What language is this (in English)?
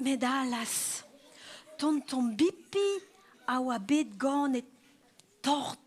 Breton